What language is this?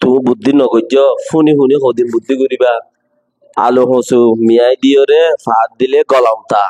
Rohingya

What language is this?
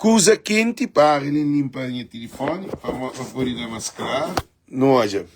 Kabuverdianu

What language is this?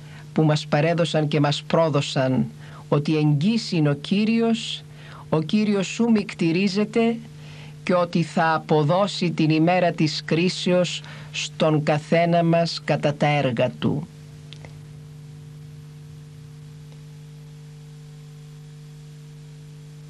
Greek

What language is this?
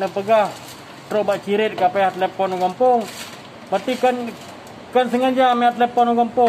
Achinese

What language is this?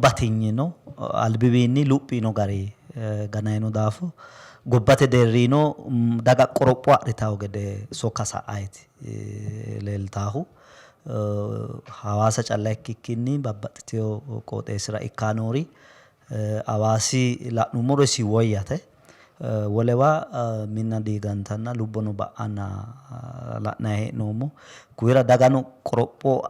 Sidamo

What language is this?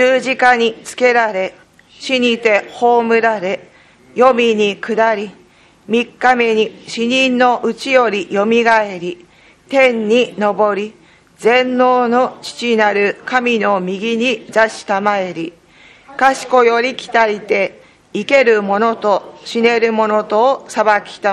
Japanese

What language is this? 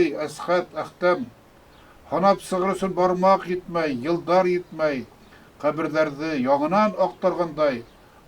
Bashkir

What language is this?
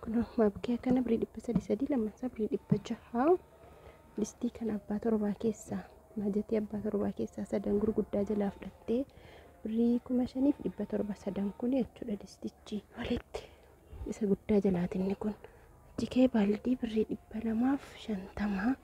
Oromo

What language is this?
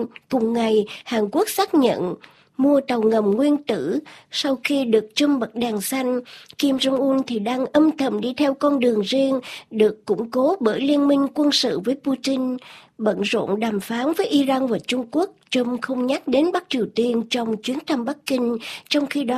Vietnamese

